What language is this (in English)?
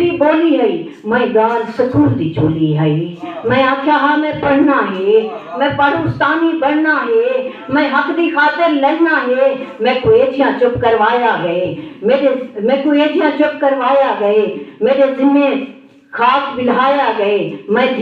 Saraiki